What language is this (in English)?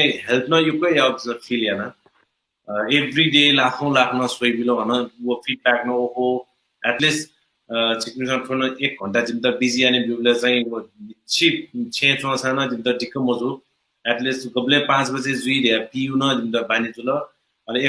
Newari